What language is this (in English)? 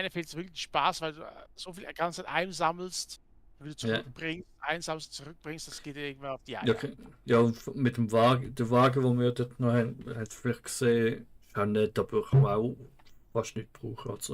Swiss German